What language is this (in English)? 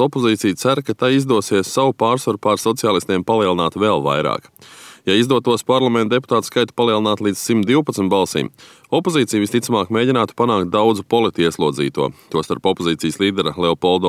Latvian